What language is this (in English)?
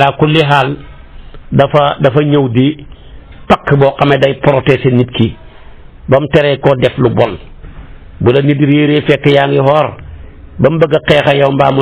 Wolof